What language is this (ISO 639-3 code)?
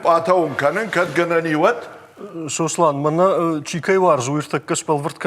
oss